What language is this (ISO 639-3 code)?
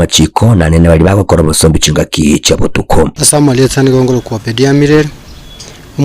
guz